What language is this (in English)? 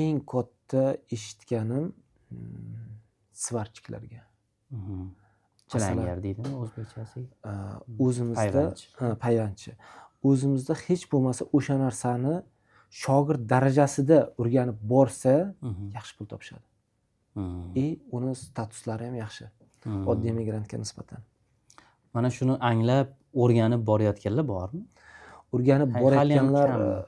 Uzbek